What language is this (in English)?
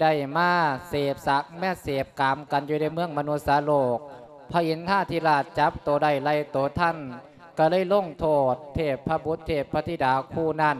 Lao